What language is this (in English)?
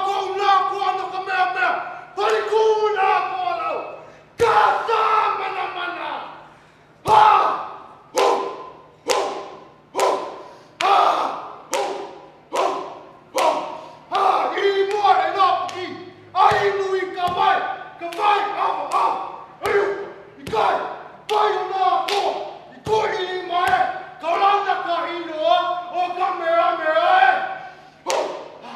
Hawaiian